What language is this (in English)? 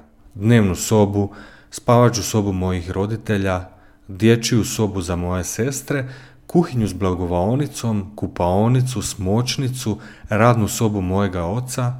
Croatian